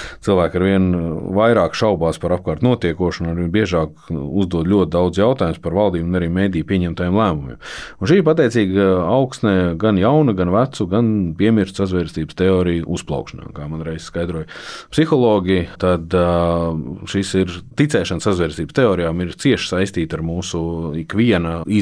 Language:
Latvian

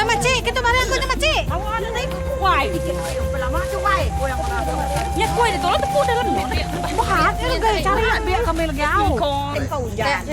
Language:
Iban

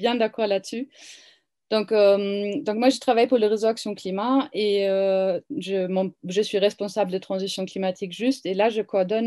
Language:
French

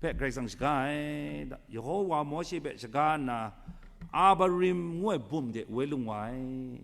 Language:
Kachin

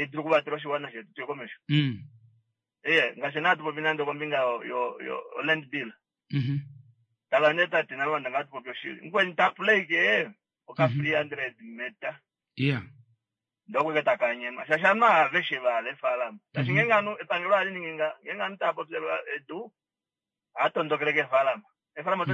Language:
Kuanyama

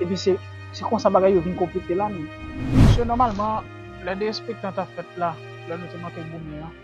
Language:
Haitian Creole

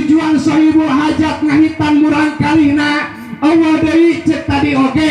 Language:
Sundanese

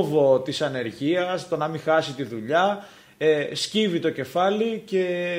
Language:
Greek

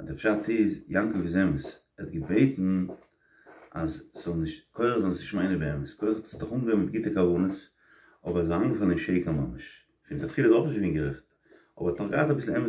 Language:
Yiddish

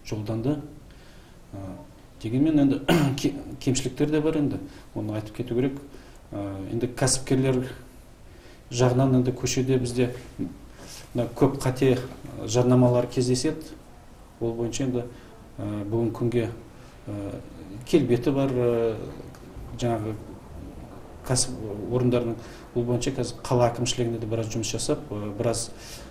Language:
Kazakh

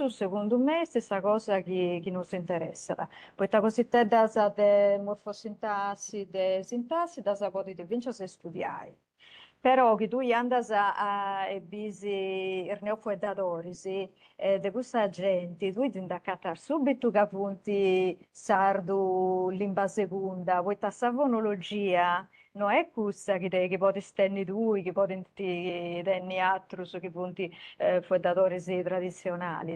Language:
Sardinian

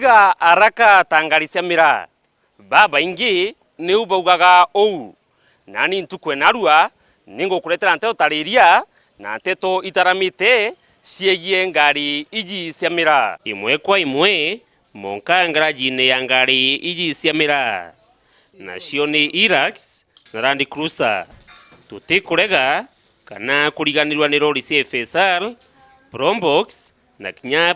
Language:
Meru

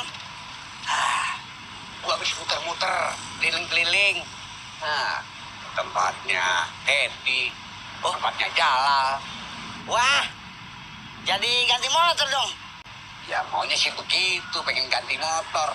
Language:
Betawi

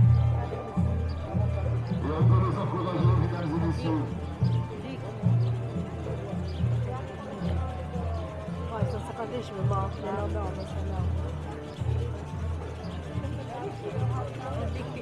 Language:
French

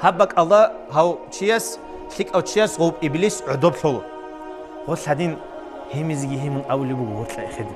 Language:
Avaric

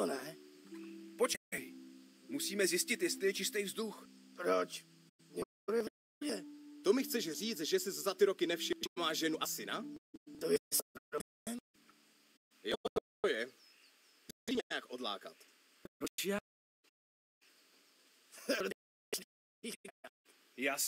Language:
Czech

